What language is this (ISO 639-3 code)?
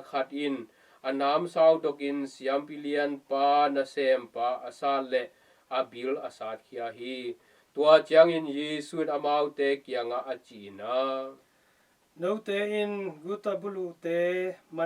ctd